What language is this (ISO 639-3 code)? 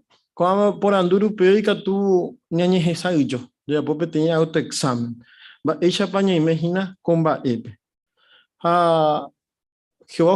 grn